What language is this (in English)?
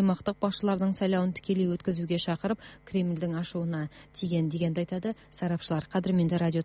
Kazakh